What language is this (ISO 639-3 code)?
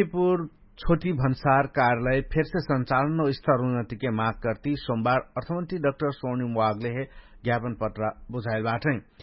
thl